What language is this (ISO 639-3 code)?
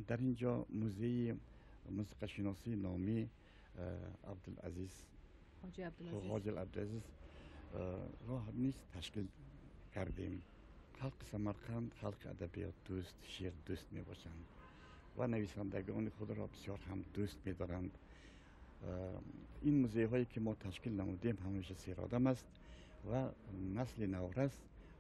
tgk